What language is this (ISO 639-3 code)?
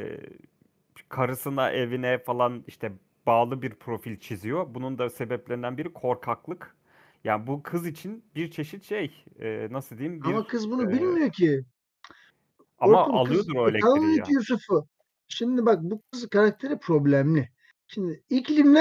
tur